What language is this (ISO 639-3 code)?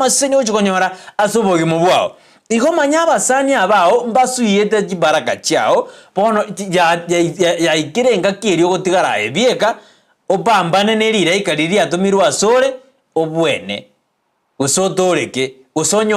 guz